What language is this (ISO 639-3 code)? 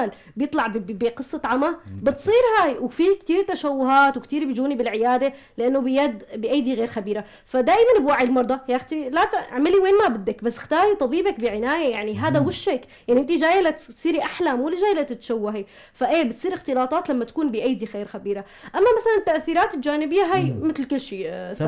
apc